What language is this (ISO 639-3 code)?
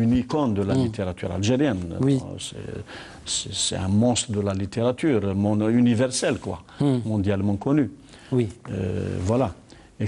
fra